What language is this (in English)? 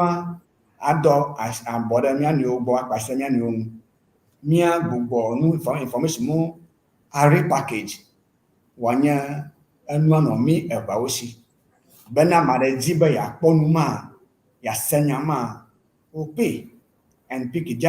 Ewe